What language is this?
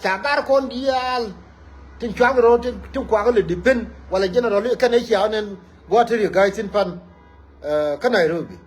Nuer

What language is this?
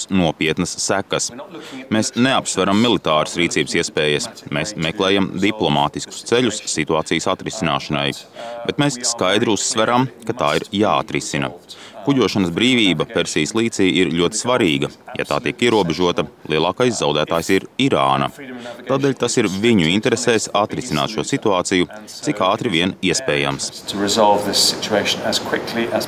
Latvian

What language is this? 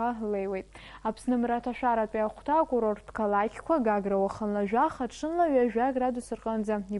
Abkhazian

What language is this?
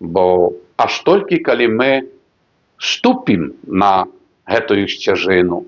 Belarusian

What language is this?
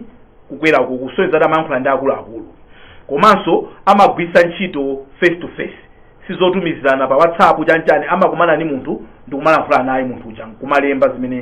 Nyanja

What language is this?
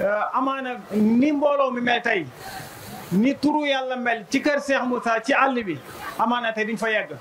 Wolof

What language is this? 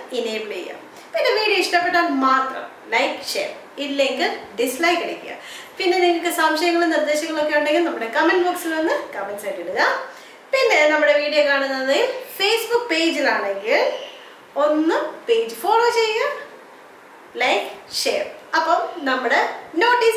Malayalam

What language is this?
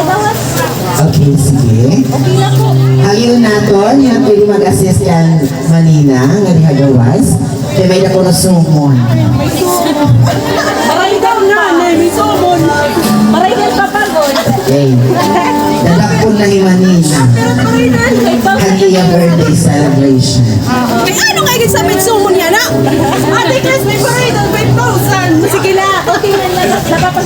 Waray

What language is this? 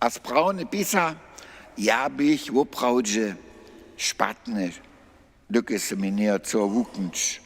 Upper Sorbian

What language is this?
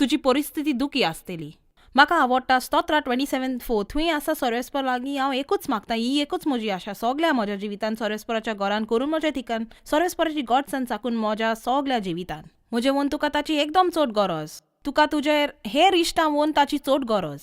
Konkani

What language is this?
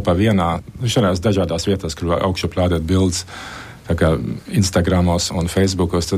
Latvian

